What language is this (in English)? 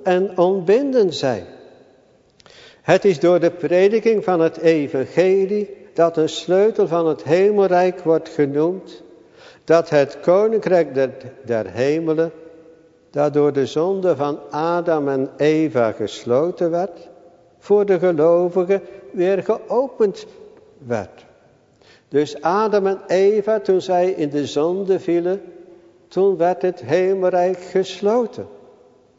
Dutch